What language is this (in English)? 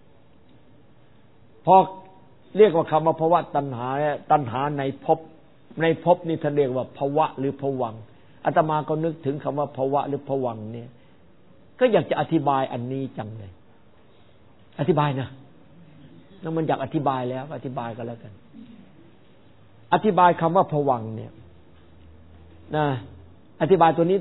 Thai